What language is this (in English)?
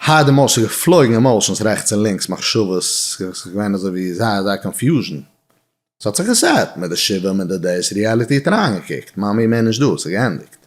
Yiddish